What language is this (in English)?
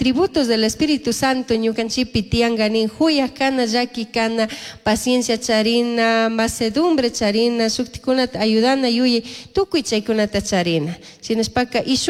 Chimborazo Highland Quichua